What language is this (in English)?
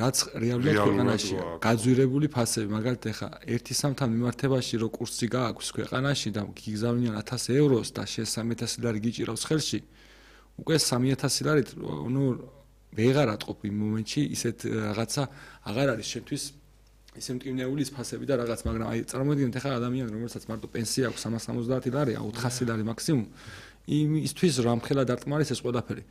Georgian